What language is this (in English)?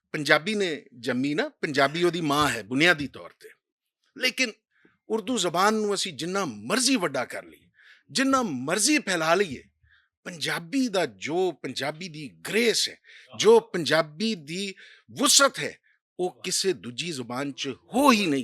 Western Panjabi